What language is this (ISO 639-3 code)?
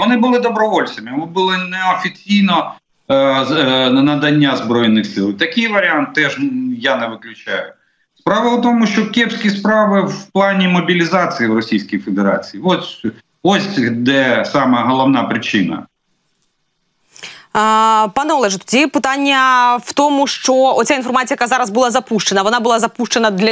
ukr